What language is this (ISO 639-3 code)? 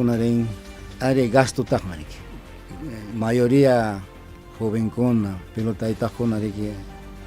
quy